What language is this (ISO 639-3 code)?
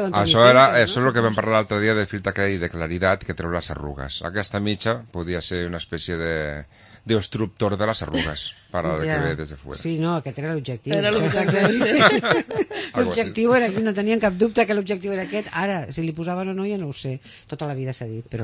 cat